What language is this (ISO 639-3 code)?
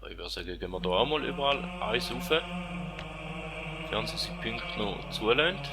gsw